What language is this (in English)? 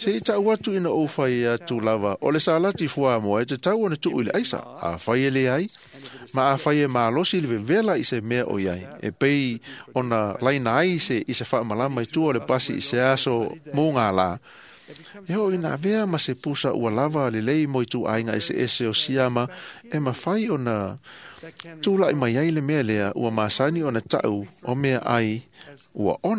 Samoan